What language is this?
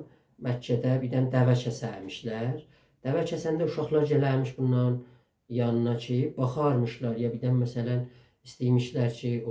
South Azerbaijani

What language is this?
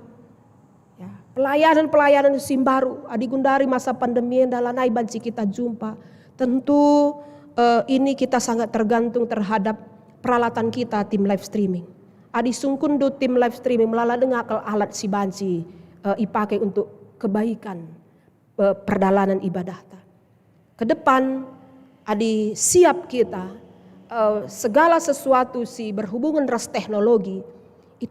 Batak Karo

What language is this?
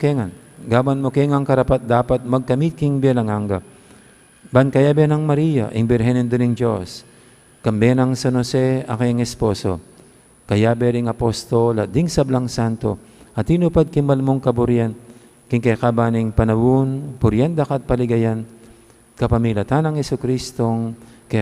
Pampanga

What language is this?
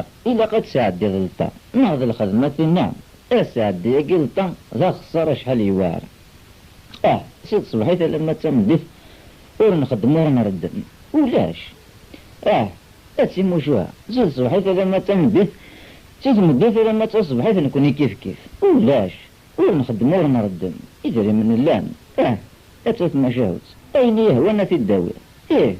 Kabyle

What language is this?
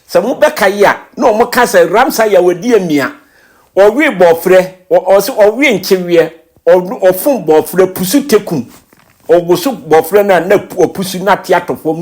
Akan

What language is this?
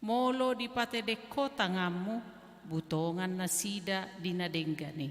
Batak Toba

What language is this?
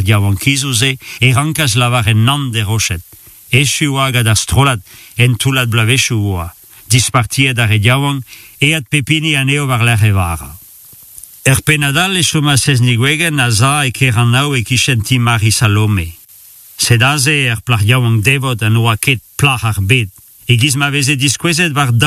Breton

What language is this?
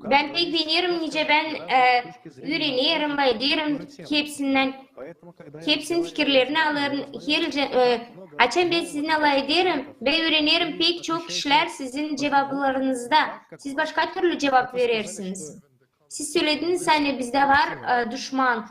Gagauz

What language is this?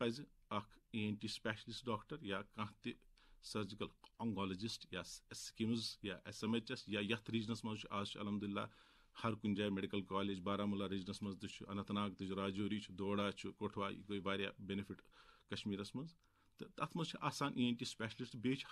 Kashmiri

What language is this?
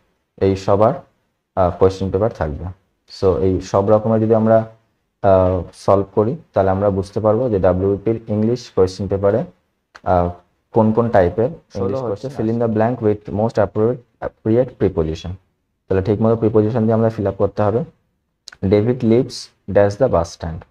Bangla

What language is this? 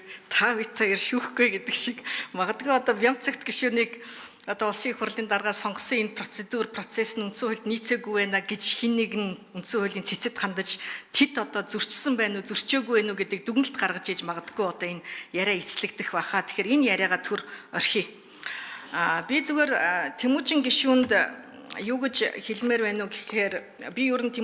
Mongolian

